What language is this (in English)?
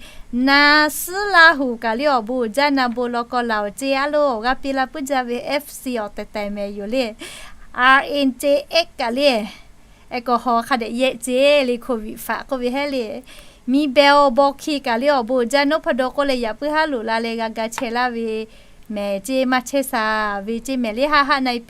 Lahu